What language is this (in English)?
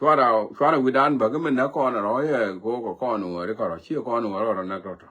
Nuer